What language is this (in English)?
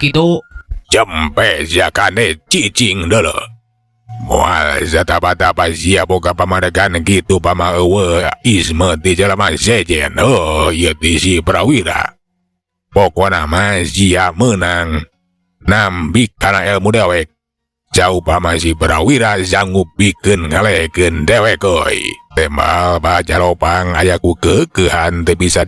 Sundanese